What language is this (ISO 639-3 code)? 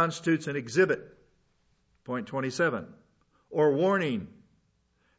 eng